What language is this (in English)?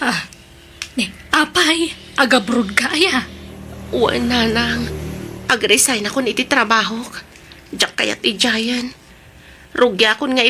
Iloko